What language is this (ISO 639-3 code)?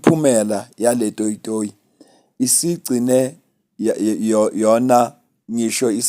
zul